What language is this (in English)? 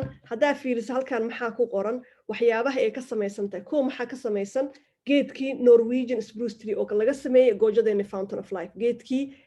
Somali